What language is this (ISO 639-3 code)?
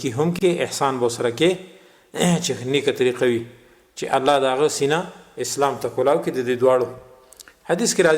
pus